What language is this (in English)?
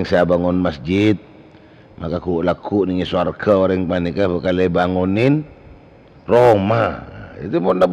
Madurese